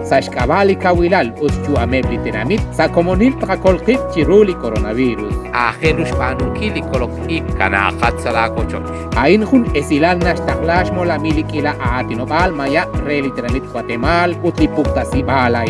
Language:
Kekchí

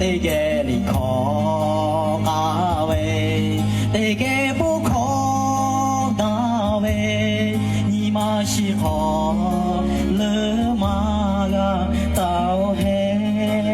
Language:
Lahu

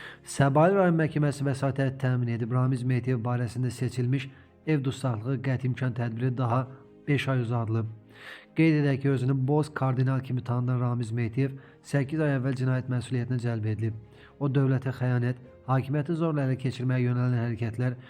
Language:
Azerbaijani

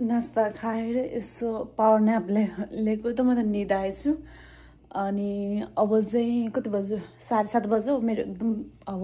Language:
Nepali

